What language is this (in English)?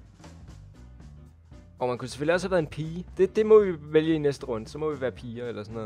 Danish